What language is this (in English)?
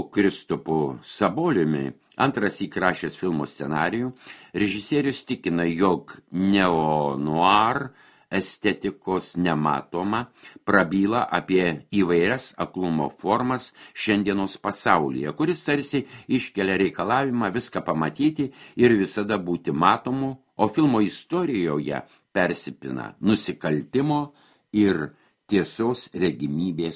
Lithuanian